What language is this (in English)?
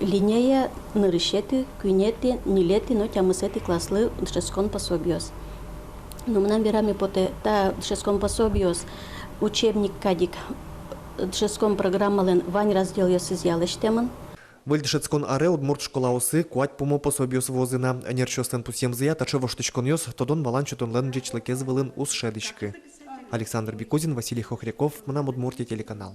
Udmurt